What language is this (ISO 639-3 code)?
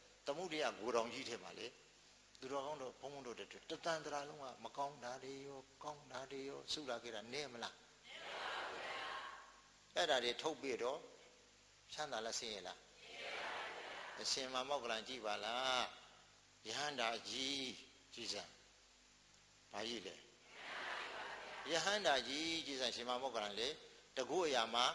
mya